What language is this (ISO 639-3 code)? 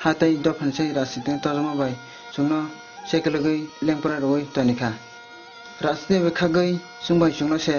trp